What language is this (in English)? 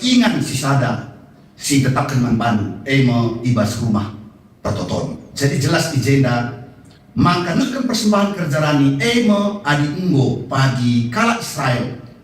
Batak Karo